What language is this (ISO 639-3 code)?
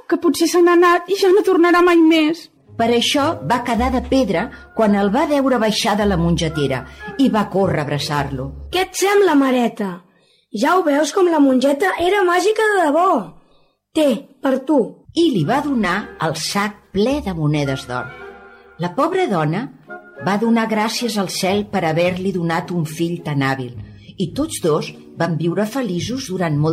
cat